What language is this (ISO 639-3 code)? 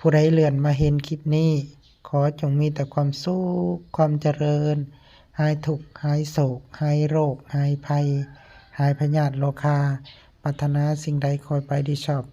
lao